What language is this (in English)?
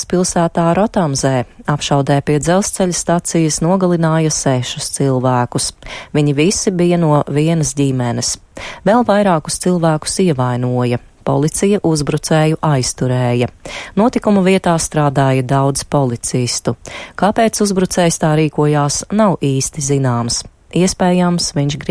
Latvian